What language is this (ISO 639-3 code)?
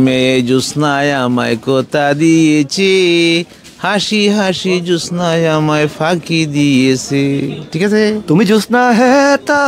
syl